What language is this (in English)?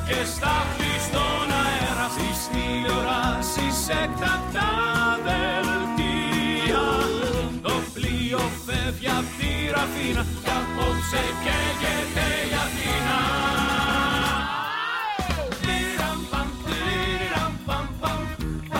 Greek